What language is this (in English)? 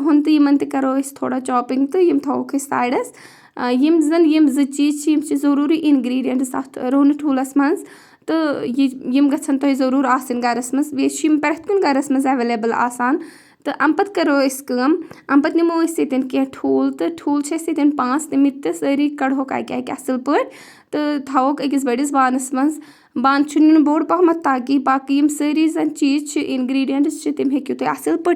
Kashmiri